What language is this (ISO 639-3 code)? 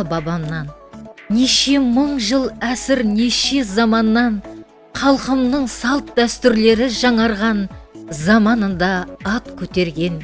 kaa